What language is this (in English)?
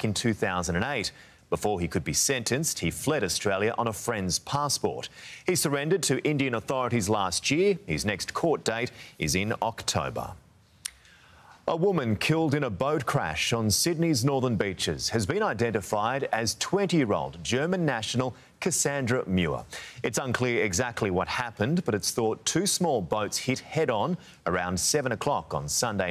English